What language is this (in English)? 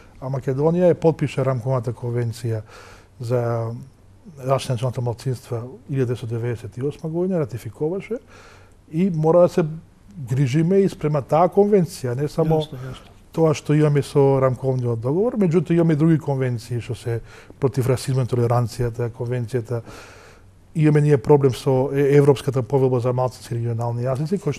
Macedonian